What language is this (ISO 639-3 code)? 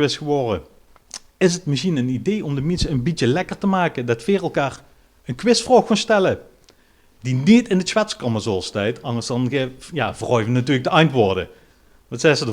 lim